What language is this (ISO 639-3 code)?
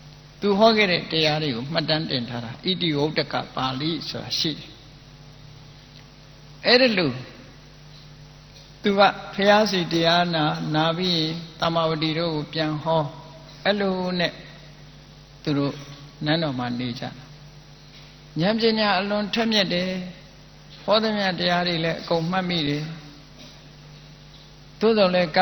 mya